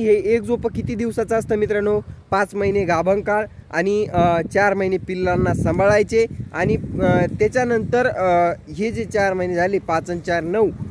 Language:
Marathi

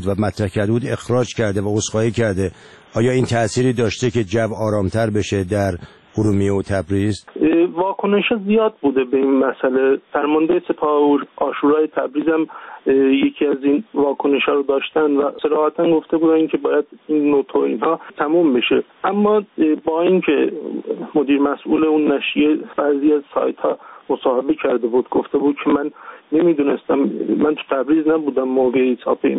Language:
Persian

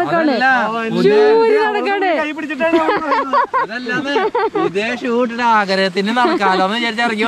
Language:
Malayalam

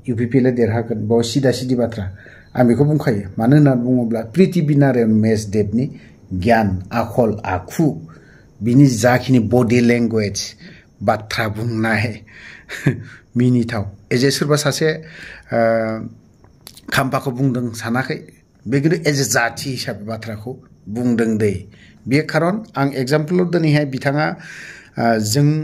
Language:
Bodo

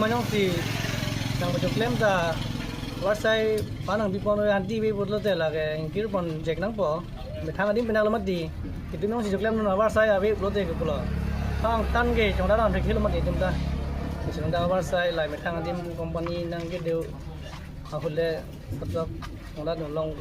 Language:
Karbi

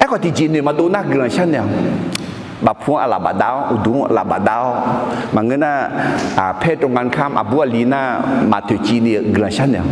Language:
Akha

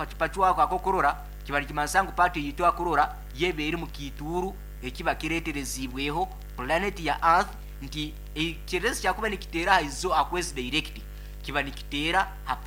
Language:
Nyoro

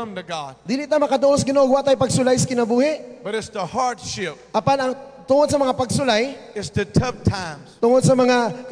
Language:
Cebuano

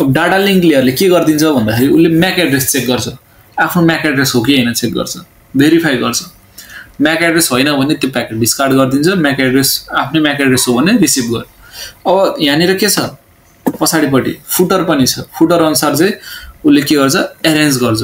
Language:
Nepali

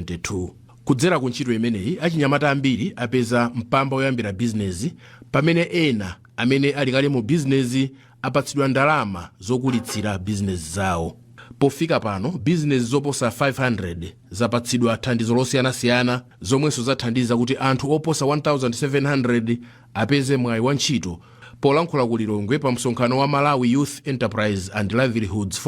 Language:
Nyanja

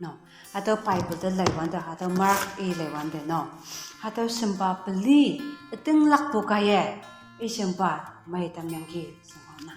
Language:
Konyak Naga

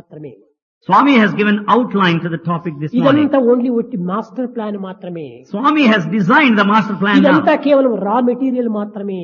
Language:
Telugu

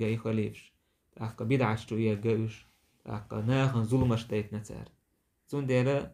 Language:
Chechen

